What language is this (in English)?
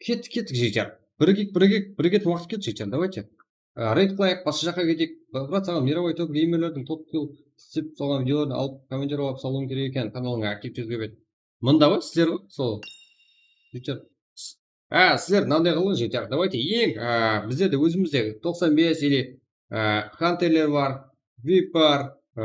Kara-Kalpak